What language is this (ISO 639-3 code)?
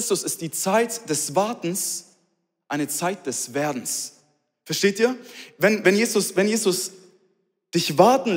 gsw